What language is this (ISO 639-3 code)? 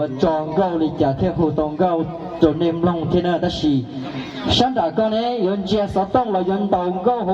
hmn